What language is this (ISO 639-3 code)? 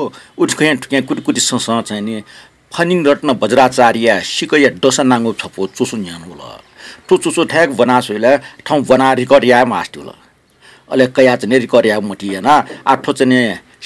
new